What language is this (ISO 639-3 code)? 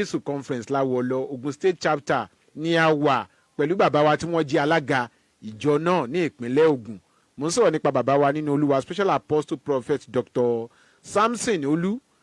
yor